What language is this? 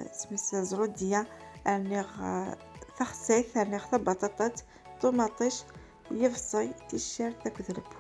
Kabyle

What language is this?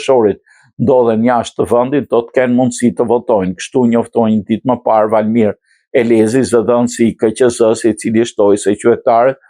Albanian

